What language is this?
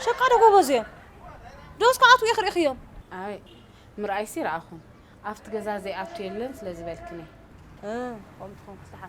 Tigrinya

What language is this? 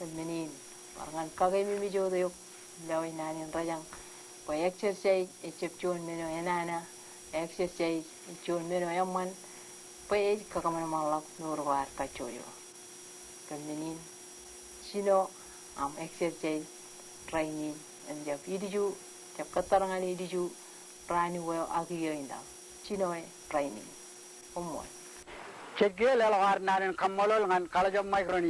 Marshallese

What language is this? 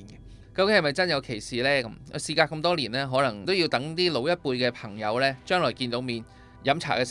Cantonese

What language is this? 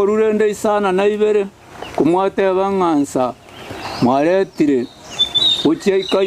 Gusii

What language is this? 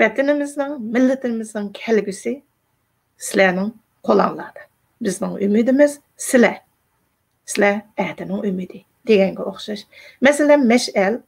Uyghur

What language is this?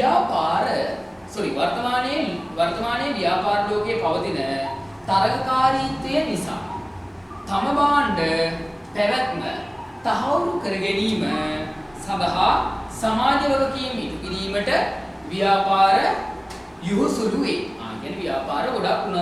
Sinhala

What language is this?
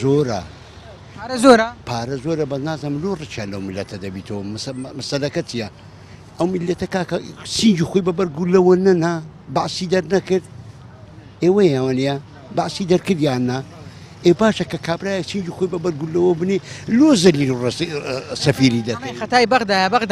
Central Kurdish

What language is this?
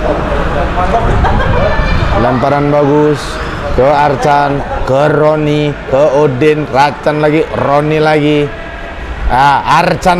Indonesian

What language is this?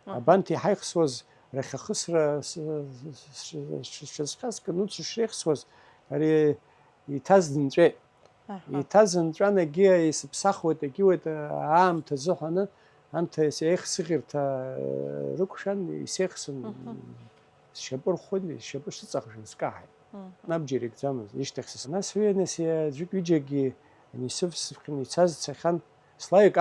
Abkhazian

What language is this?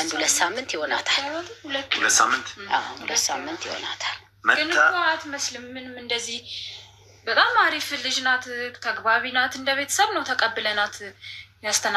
Amharic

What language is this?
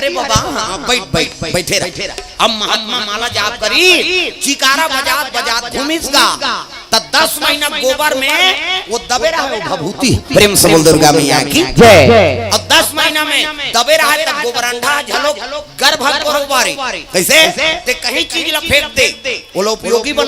Chhattisgarhi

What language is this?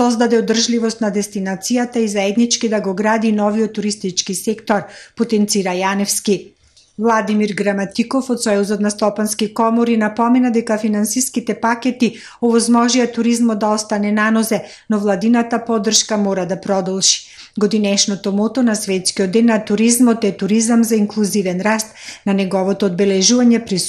Macedonian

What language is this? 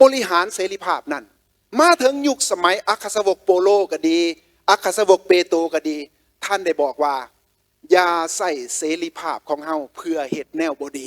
Lao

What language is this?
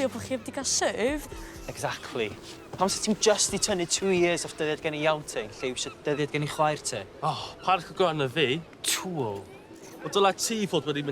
Welsh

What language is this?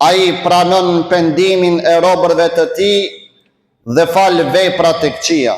Albanian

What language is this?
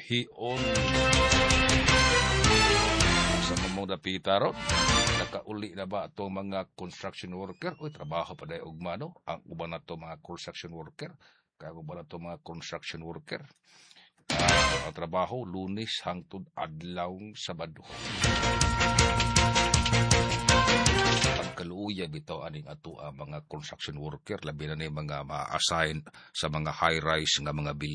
Cebuano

